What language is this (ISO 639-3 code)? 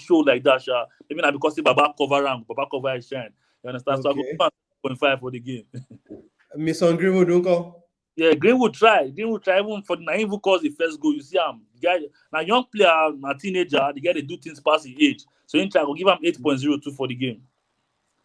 pcm